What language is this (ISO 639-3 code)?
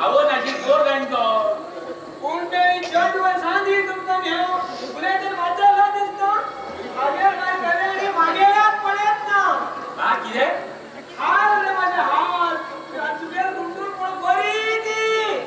kok